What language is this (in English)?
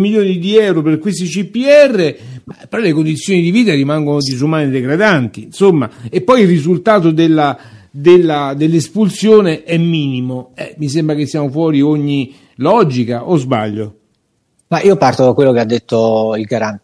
Italian